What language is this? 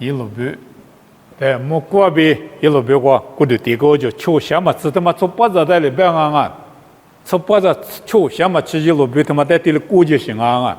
Lisu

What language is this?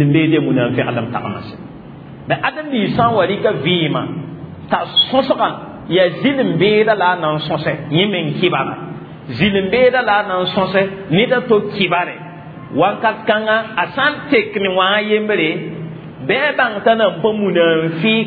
Mossi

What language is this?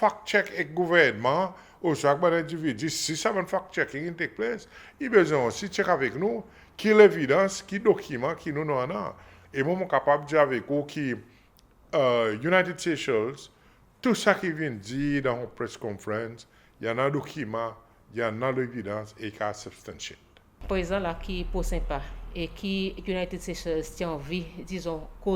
Seselwa Creole French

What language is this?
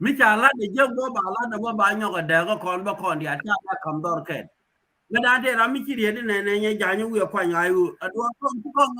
Nuer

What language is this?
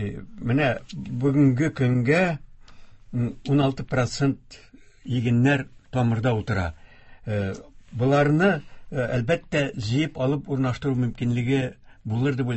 Tatar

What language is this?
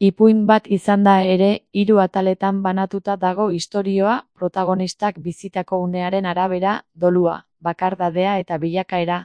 Basque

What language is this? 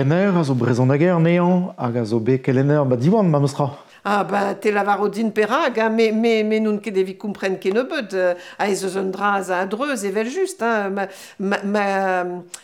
Breton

